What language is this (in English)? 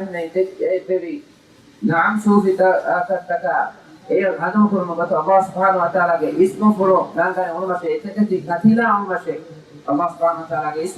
Divehi